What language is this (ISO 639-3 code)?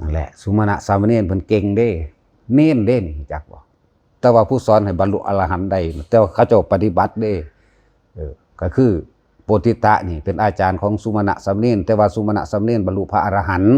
tts